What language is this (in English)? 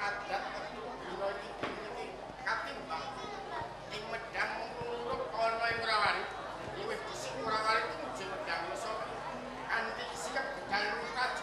Javanese